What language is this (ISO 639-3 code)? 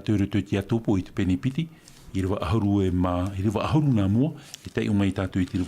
tah